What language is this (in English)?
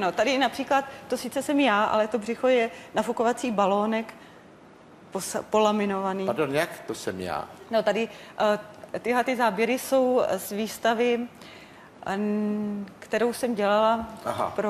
Czech